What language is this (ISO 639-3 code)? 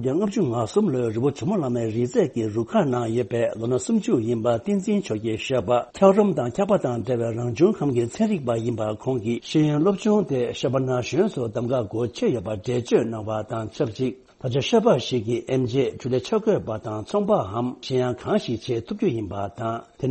bod